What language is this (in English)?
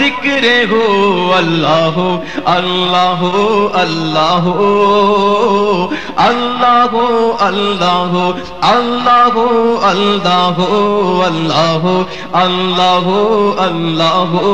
Urdu